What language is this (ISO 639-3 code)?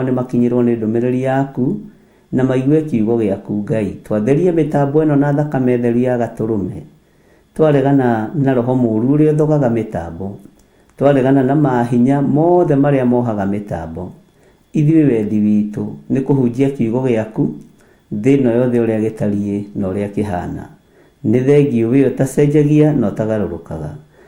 kik